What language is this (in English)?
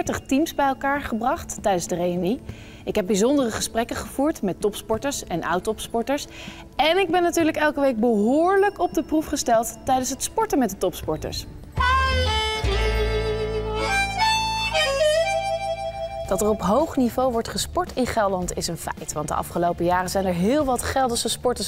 Dutch